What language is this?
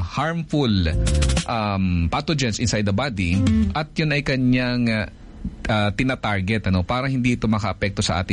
Filipino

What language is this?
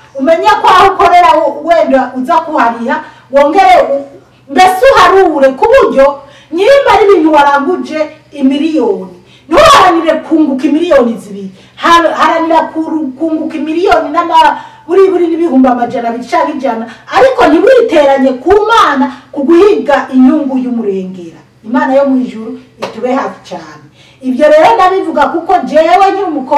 Rundi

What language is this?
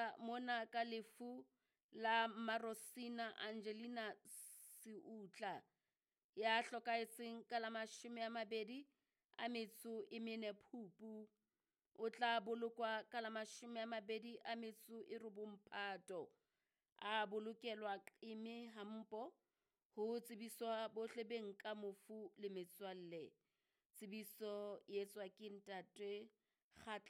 Southern Sotho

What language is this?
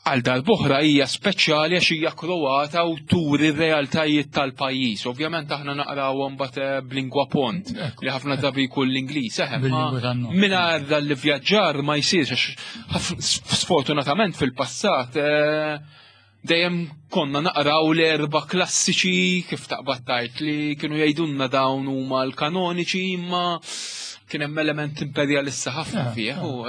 Maltese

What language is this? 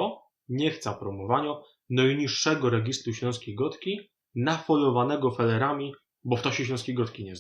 Silesian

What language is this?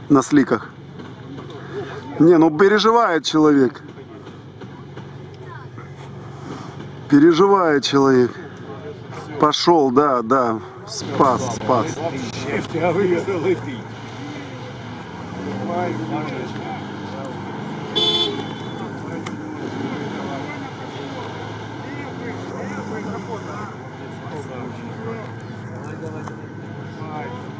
Russian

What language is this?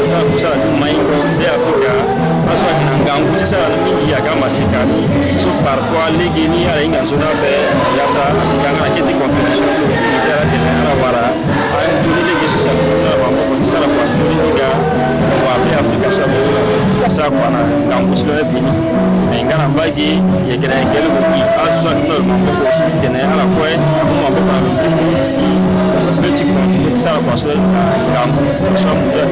Sango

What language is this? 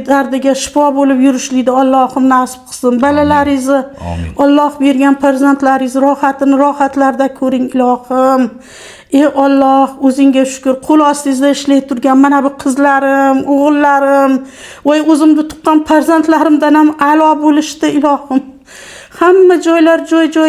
Uzbek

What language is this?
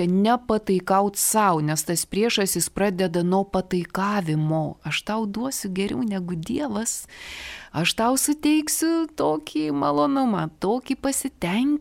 Lithuanian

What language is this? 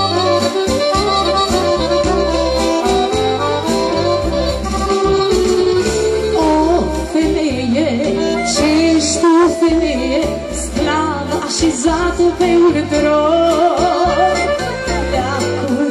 Romanian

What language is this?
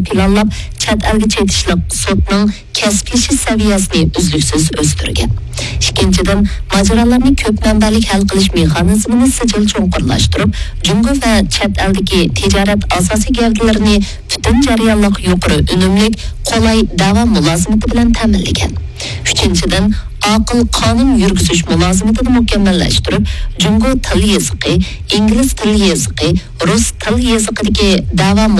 Uyghur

